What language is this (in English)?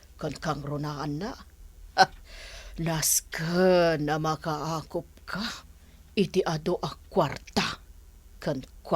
Iloko